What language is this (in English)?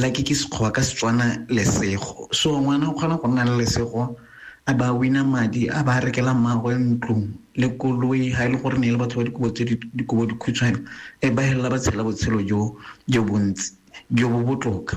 Tswana